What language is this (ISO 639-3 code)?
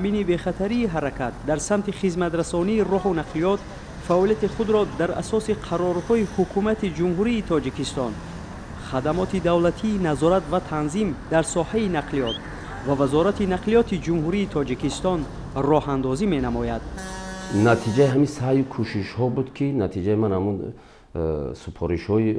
tgk